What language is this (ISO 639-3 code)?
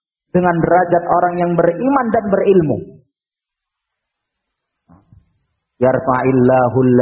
ind